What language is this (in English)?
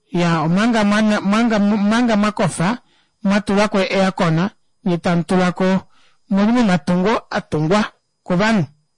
Kuanyama